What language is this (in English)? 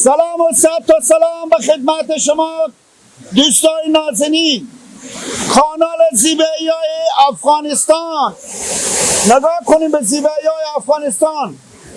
Persian